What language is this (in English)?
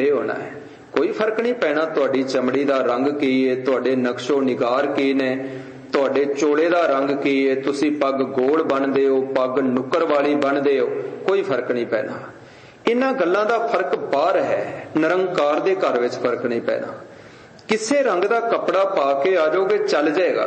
Punjabi